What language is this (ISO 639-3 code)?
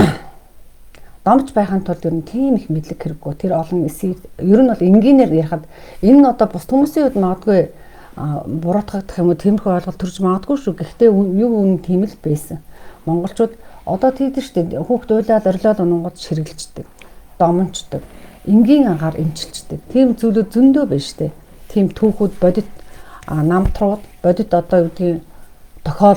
mon